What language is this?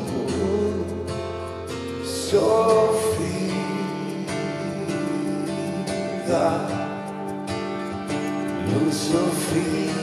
Italian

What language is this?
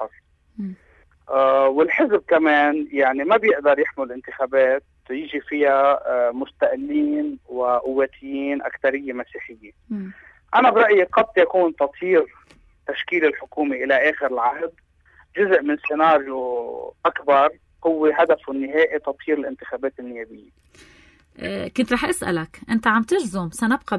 North Levantine Arabic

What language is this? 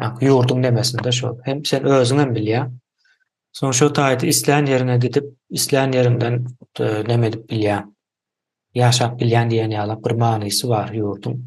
Turkmen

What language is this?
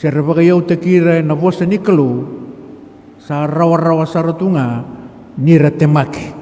Fijian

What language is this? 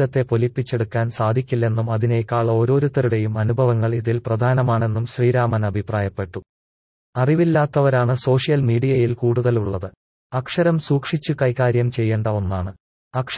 Malayalam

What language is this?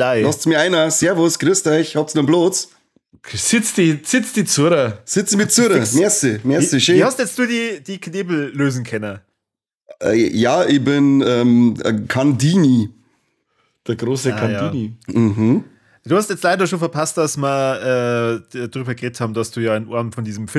Bavarian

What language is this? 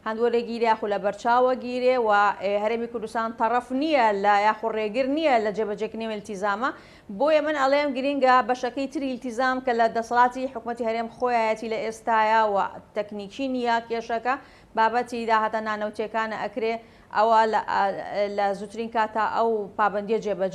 Central Kurdish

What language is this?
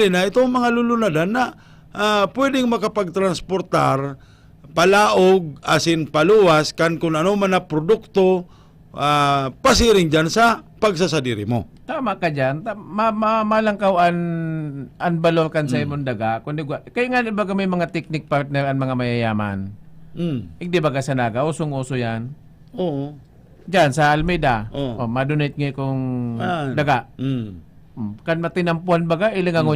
Bikol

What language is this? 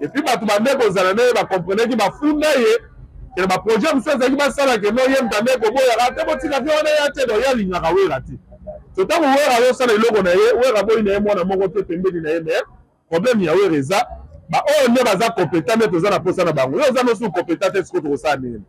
Lingala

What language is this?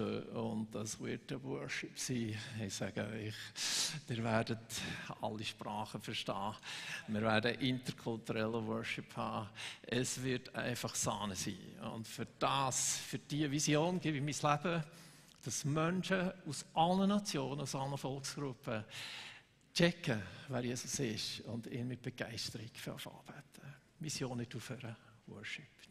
Swiss German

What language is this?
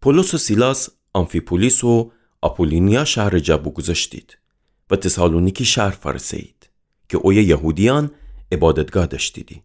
Gilaki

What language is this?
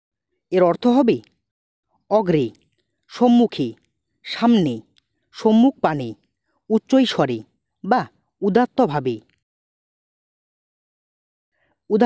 Bangla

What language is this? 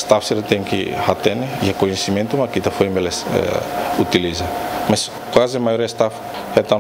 Tetum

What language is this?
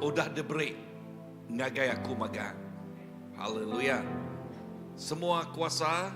Iban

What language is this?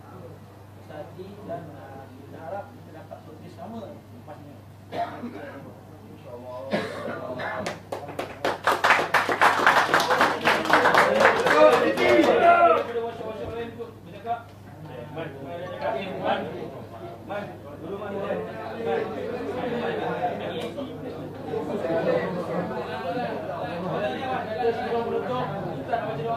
Malay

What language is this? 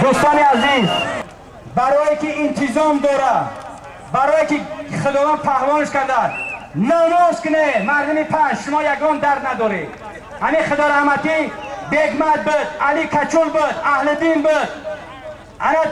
Tajik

